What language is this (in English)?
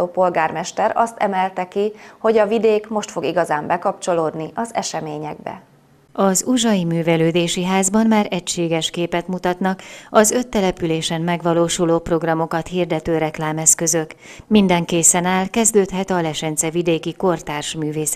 Hungarian